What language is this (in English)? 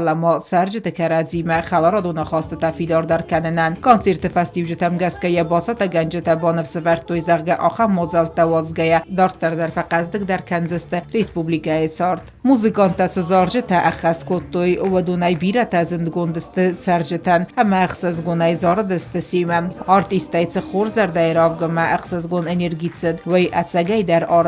Ossetic